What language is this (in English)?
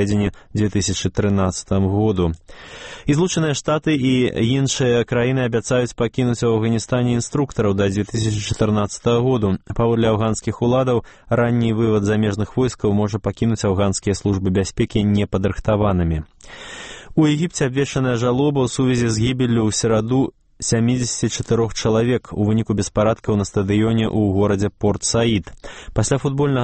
Belarusian